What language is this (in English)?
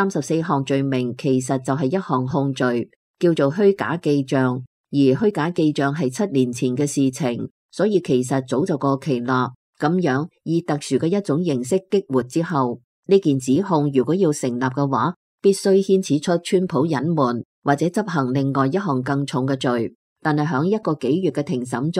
Cantonese